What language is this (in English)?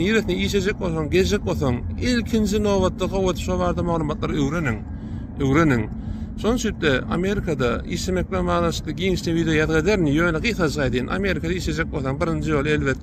Turkmen